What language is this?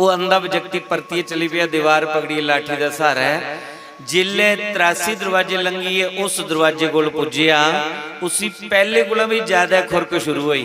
Dogri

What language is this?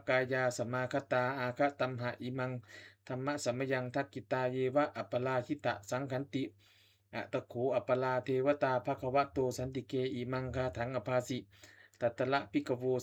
Pali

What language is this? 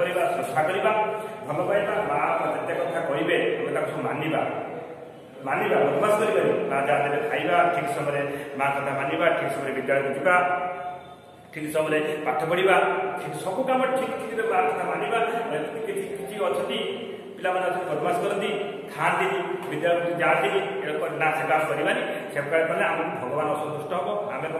Odia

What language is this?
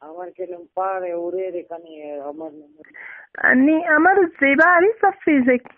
Brahui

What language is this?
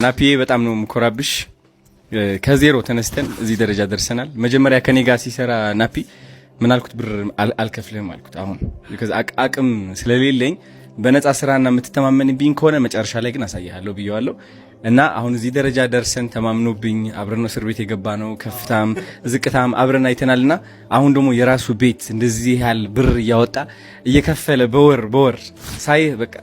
Amharic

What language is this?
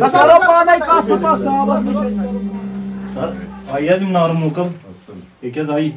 Kashmiri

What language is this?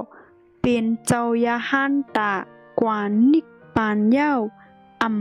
Shan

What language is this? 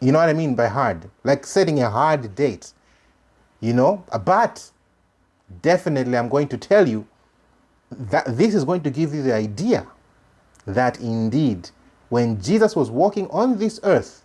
English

